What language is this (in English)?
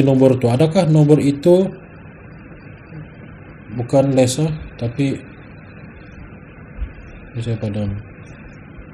Malay